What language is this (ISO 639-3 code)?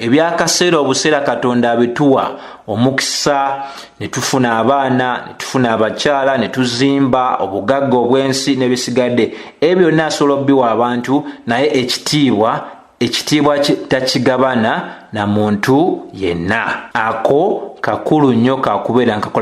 lug